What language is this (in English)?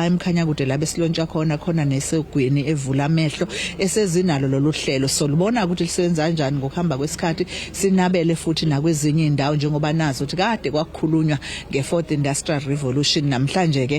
Zulu